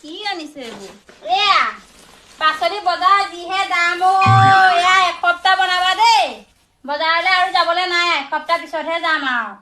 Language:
Assamese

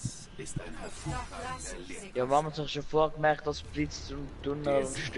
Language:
Swiss German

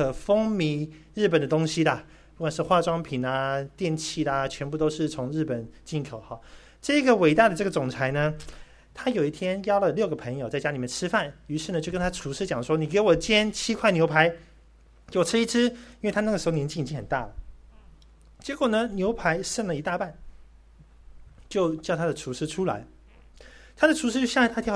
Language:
Chinese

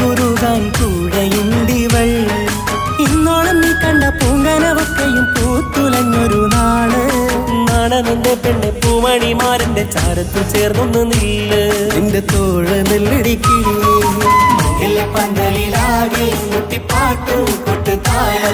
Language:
Malayalam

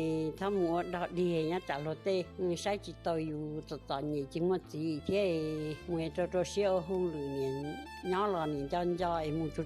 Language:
Hmong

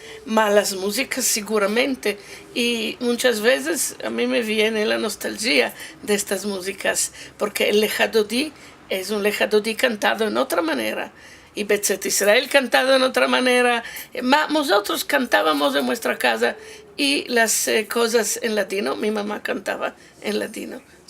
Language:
Ladino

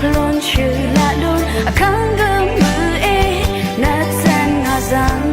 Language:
Rawang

